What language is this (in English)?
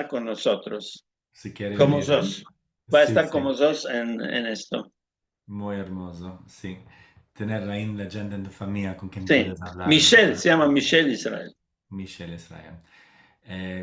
Ladino